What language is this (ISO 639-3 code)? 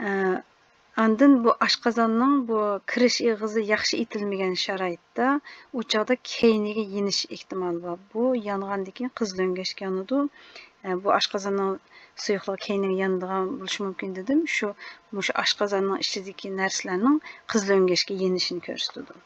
uig